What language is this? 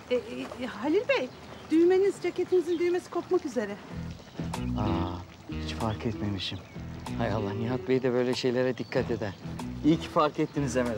Turkish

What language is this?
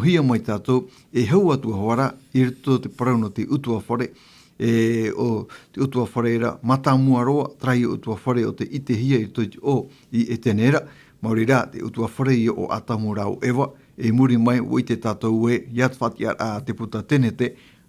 Tahitian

